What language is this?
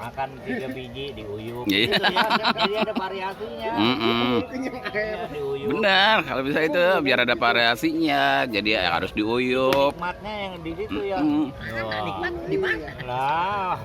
Betawi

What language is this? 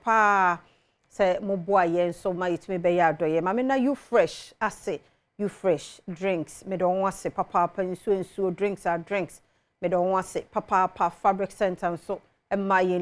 Akan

